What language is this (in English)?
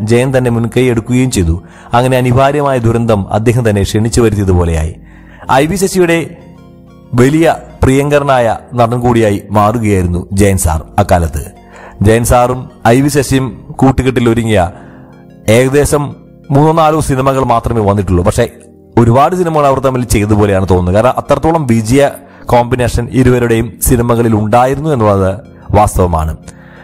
Malayalam